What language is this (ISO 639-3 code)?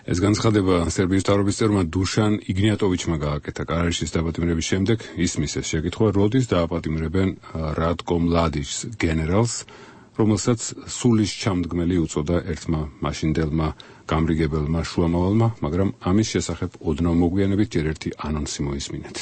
kat